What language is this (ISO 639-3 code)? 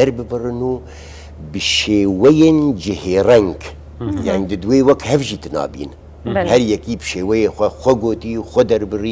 kur